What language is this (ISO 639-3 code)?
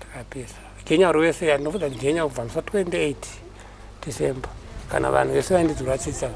sna